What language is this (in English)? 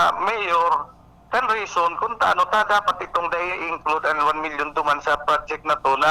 Bikol